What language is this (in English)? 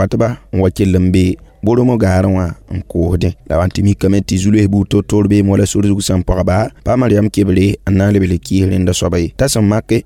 Mossi